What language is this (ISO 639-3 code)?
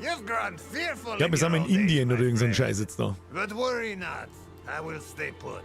bar